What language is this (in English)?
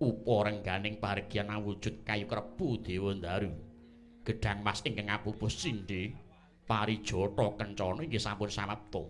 Javanese